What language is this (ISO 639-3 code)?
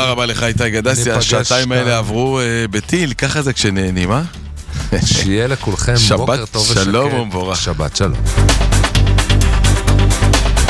heb